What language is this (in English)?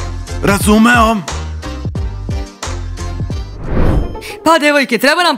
Serbian